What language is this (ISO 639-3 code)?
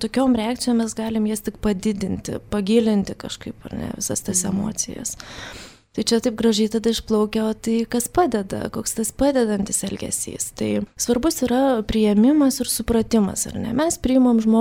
lit